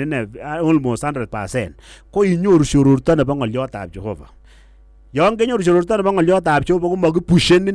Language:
Kalenjin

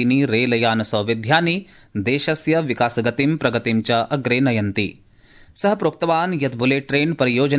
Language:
Sanskrit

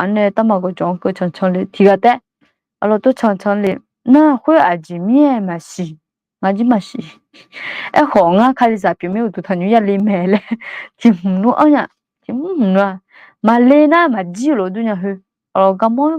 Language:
Akha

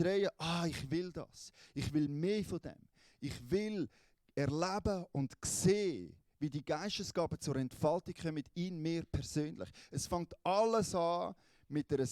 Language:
Swiss German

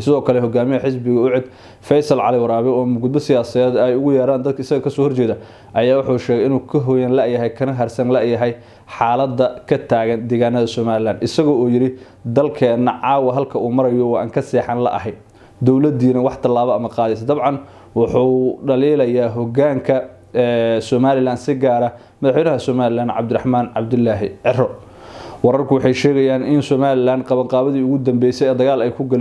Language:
Somali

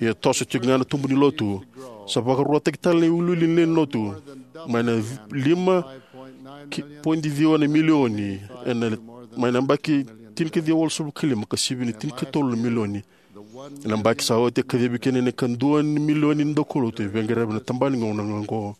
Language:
Fijian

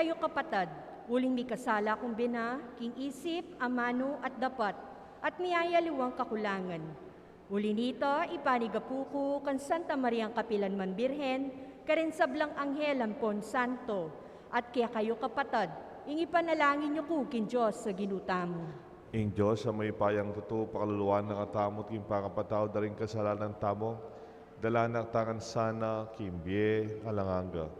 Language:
Pampanga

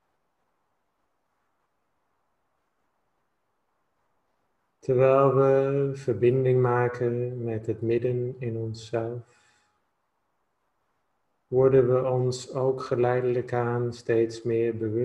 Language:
Dutch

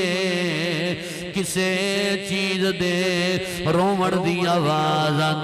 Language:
Saraiki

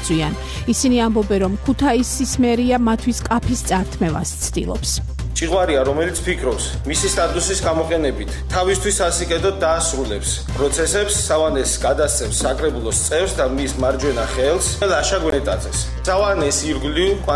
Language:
Georgian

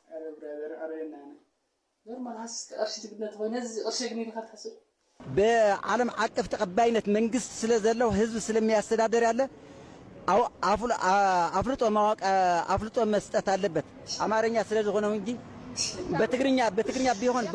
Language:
Tigrinya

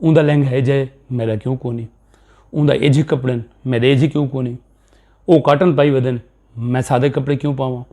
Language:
Saraiki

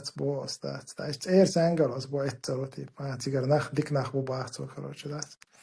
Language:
Chechen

